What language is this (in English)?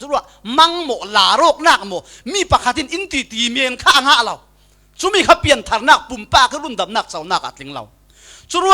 Falam Chin